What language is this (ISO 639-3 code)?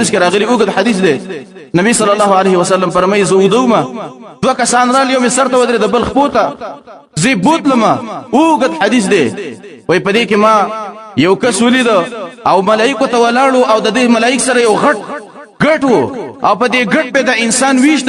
pus